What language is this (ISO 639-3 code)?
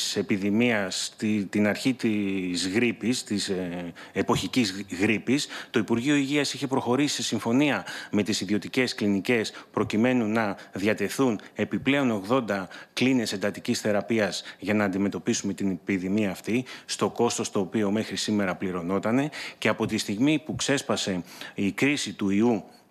ell